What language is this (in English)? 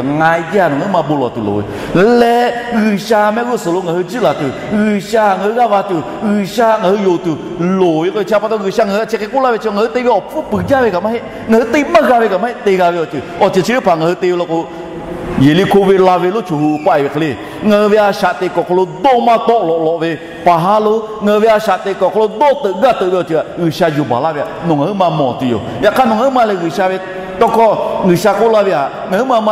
Lahu